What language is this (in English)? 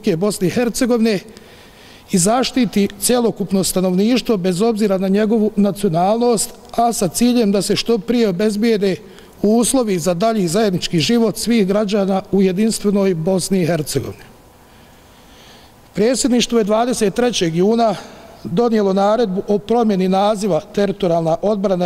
Bosnian